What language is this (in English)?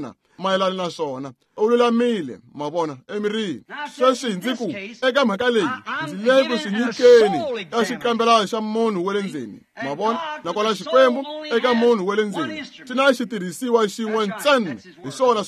Tsonga